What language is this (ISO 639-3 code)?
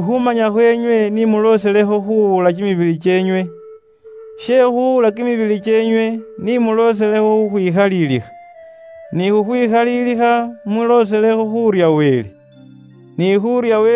luy